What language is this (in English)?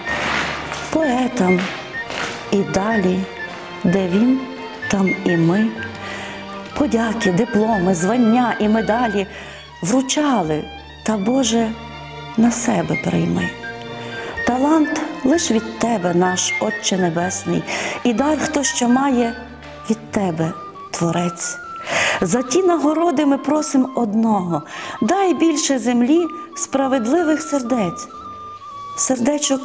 Ukrainian